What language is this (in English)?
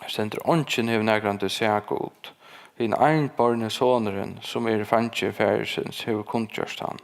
Faroese